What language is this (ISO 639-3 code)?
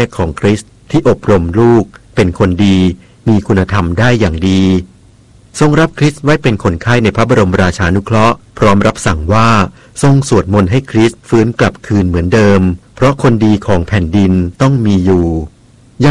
tha